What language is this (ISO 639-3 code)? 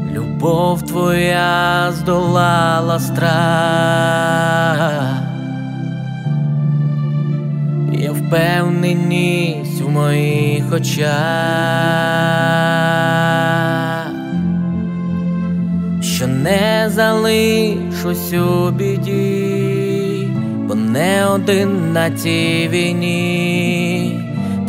ukr